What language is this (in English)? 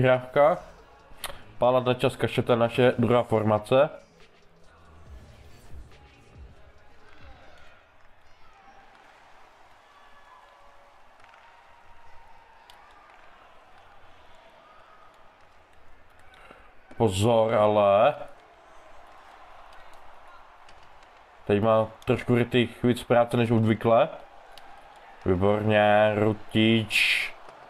Czech